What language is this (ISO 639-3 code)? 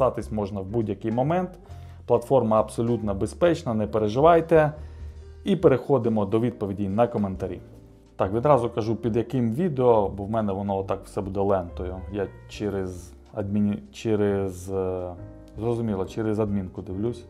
ukr